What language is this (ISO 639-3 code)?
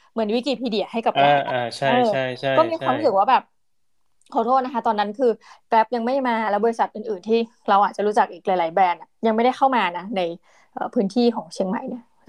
tha